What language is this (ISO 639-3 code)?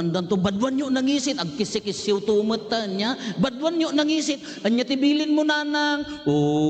ilo